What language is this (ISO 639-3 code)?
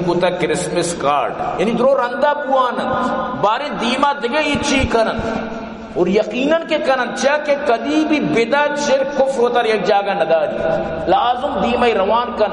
bal